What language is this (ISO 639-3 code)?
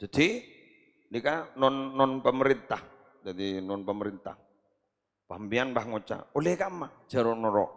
mad